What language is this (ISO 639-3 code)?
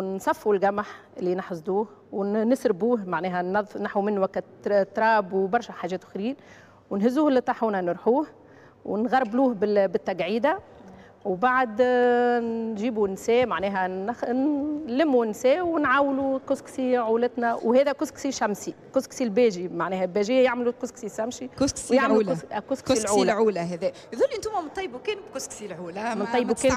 aeb